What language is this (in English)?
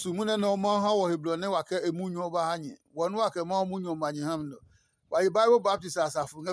Adangme